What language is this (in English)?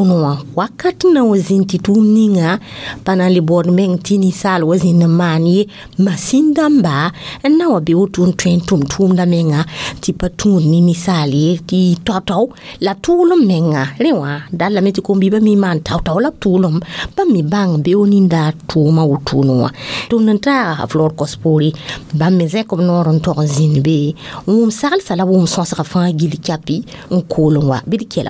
Mossi